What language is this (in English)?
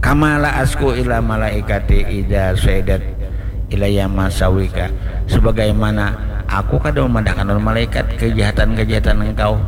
Banjar